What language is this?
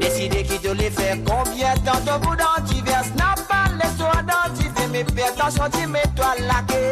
Morisyen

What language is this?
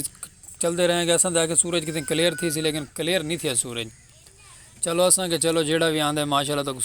Saraiki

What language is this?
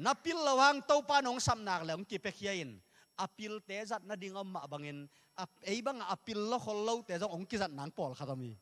Tedim Chin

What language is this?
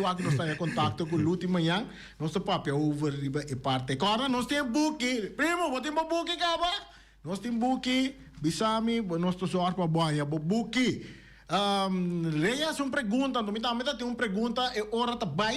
Papiamento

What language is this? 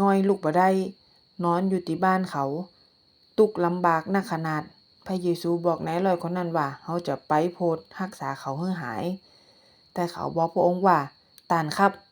Northern Thai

